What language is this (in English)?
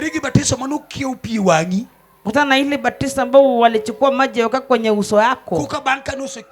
Luo (Kenya and Tanzania)